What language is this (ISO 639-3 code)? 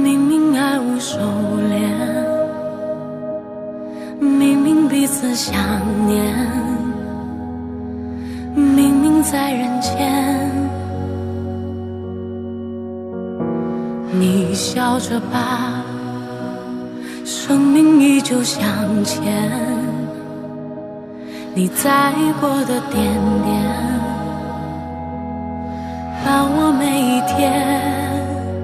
zho